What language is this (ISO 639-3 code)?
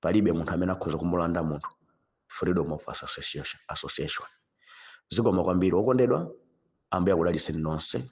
nya